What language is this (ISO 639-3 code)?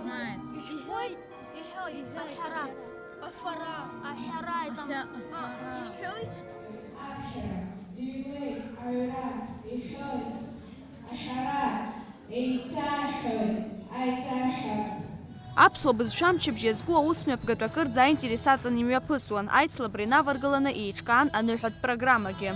abk